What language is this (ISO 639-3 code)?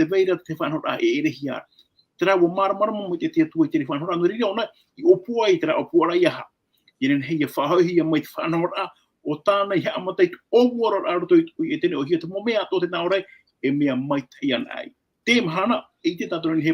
tah